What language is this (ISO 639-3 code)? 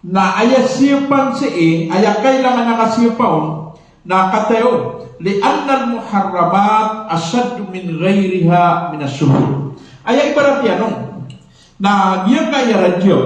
mrw